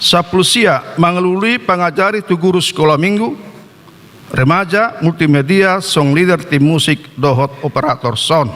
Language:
Batak Toba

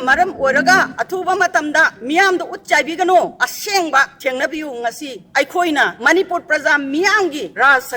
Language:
Manipuri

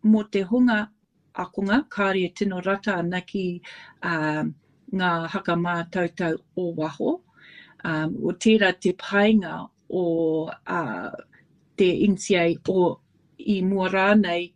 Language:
Māori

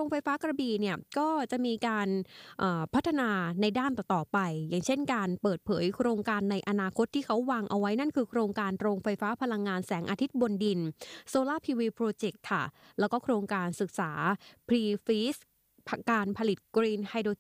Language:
Thai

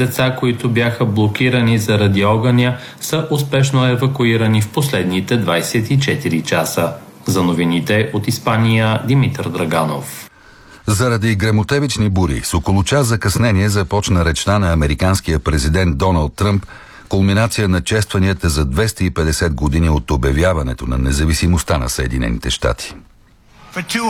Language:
Bulgarian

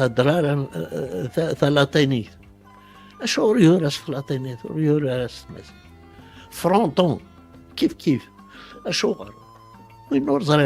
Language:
Kabyle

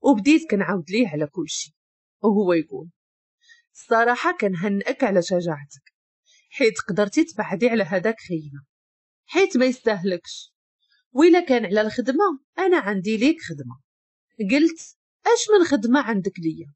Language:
Moroccan Arabic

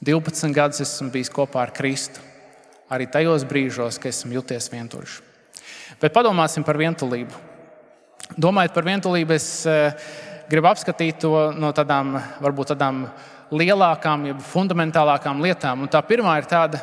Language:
Latvian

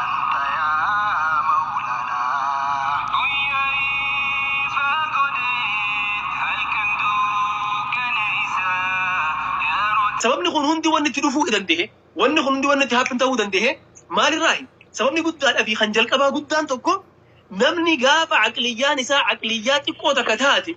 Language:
Oromo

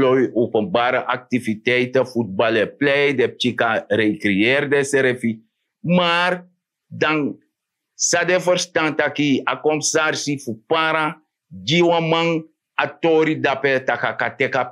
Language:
Sranan Tongo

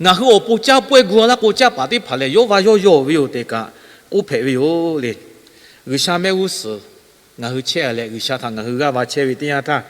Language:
Lahu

